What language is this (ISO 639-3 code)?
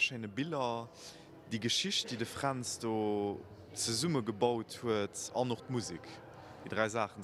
ltz